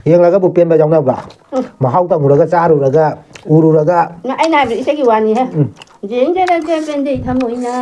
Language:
Manipuri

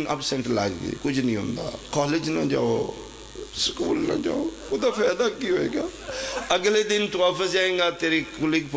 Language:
Pahari-Potwari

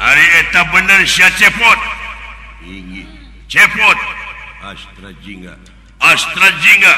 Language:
Sundanese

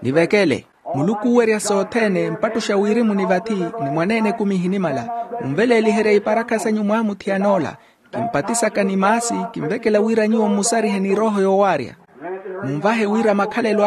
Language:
Makhuwa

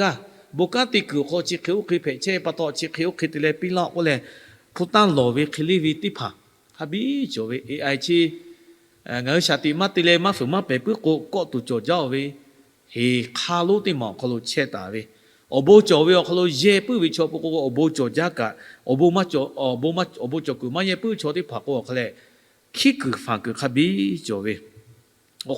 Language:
Lahu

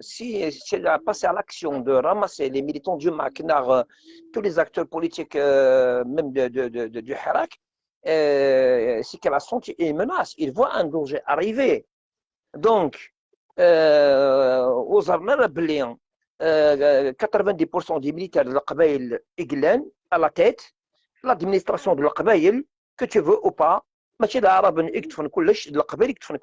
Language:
Algerian Arabic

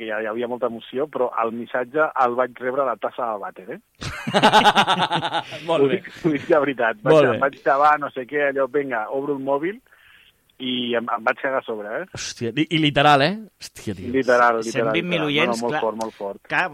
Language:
Catalan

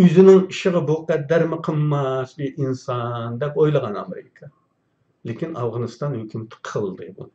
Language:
Uyghur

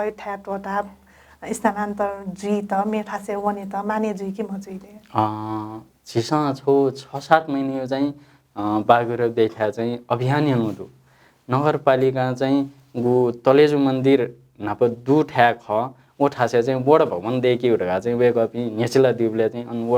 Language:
Newari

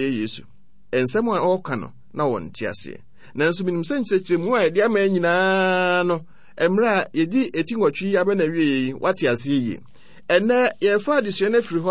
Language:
Akan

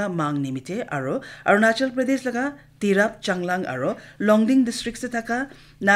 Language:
Naga Pidgin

